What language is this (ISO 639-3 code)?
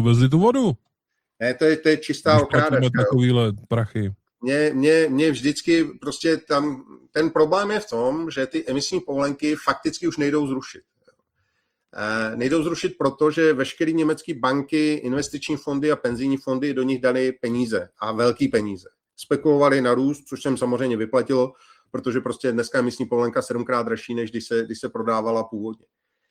ces